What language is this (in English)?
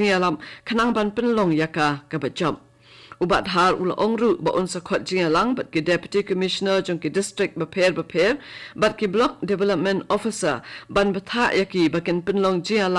Khasi